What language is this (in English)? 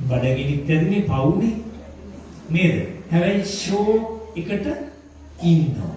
Sinhala